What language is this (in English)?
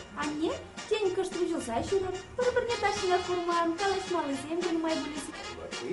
Chuvash